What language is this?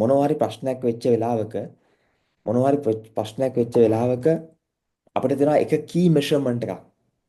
Sinhala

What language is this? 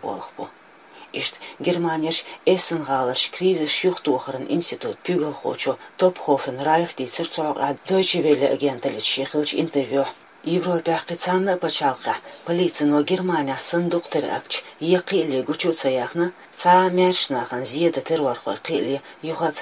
Chechen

